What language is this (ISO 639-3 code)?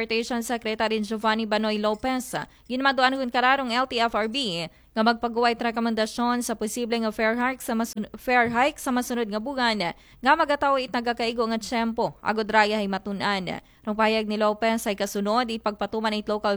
akl